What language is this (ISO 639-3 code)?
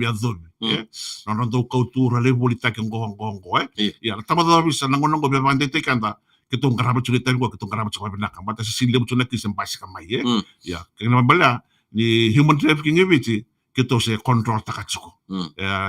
fij